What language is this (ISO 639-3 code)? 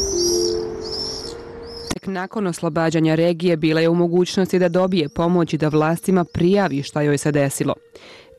bos